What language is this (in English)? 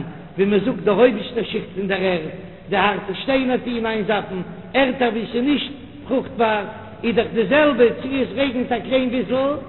Yiddish